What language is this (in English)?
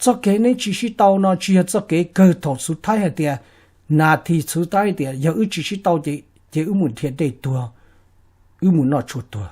Hmong